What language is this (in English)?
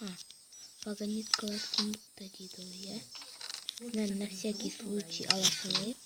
Kazakh